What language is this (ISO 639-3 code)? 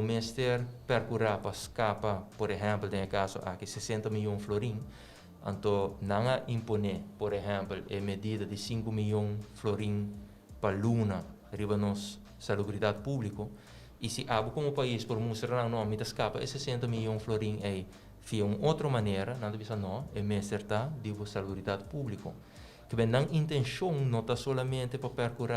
pap